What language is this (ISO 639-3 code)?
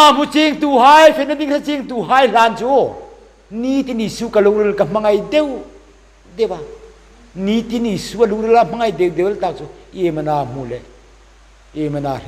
hmr